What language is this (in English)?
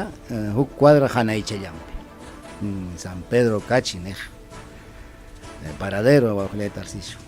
Ayacucho Quechua